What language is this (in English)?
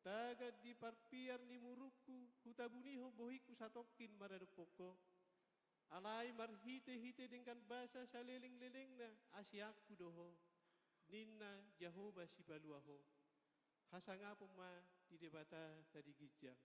Batak Toba